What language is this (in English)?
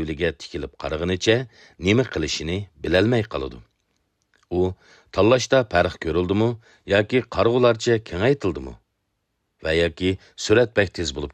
Uyghur